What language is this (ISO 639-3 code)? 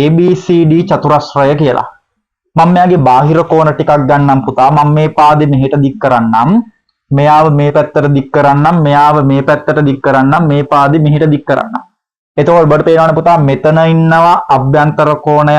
sin